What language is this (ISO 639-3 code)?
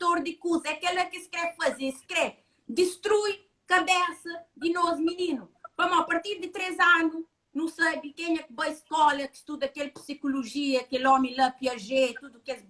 kea